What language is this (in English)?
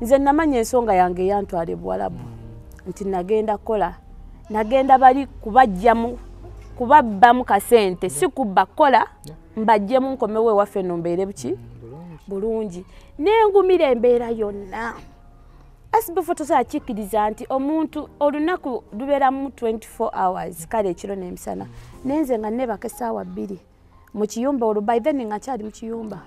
Ganda